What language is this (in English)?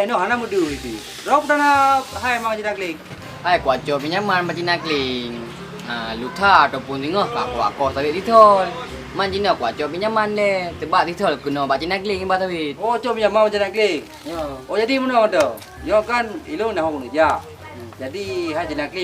Achinese